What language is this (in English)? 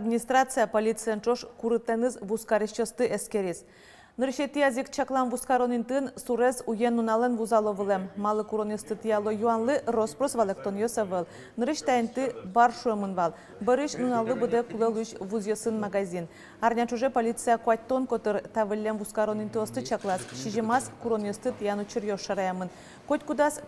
Udmurt